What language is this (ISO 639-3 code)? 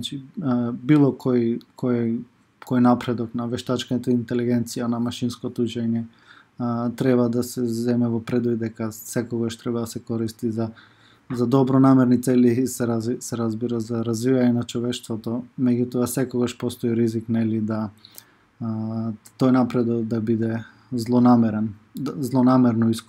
mkd